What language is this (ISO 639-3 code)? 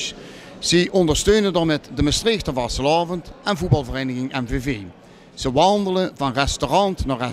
lim